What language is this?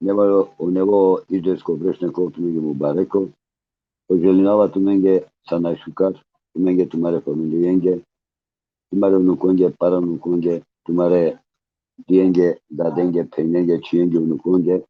Balkan Romani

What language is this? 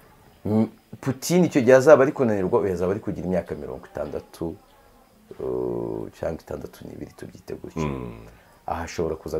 Kinyarwanda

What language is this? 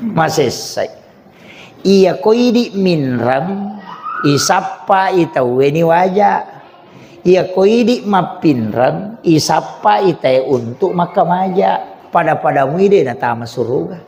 Buginese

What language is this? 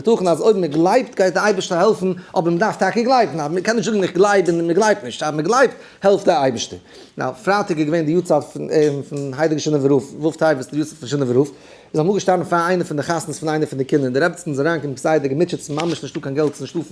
Yiddish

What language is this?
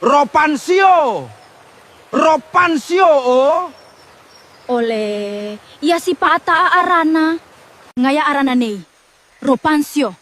Gilbertese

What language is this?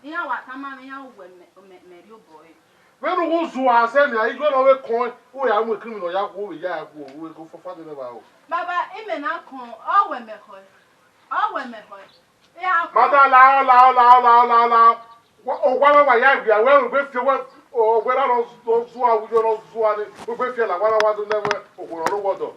Bini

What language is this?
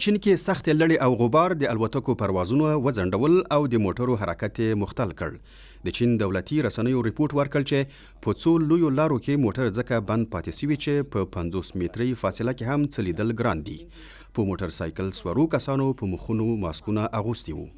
Pashto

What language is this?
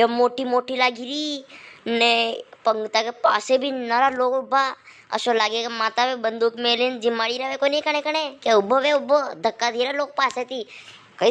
Rajasthani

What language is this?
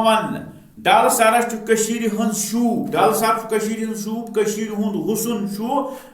Kashmiri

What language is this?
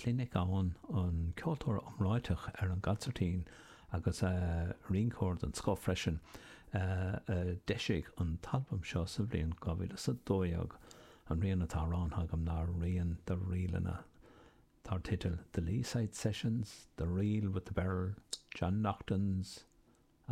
Irish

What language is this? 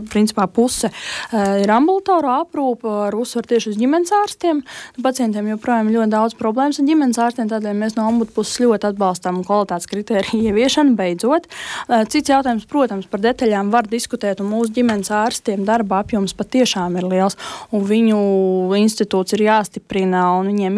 Latvian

